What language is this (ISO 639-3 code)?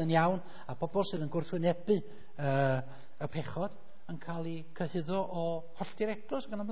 cym